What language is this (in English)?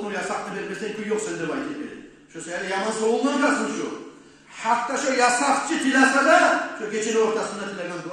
Kumyk